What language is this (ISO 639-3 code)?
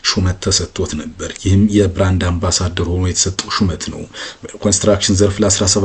amh